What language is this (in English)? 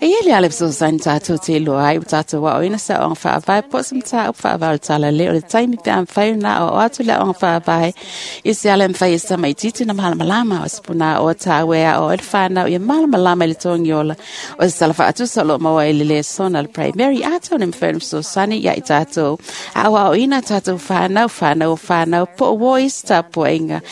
Samoan